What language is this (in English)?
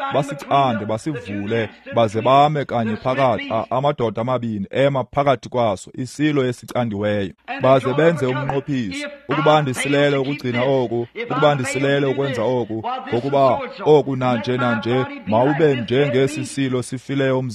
Xhosa